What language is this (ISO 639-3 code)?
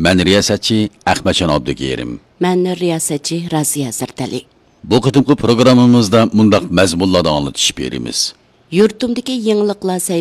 uig